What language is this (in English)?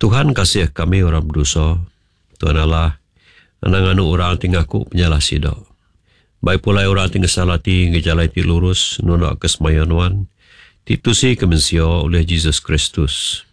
Iban